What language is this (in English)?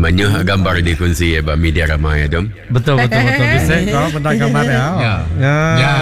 Iban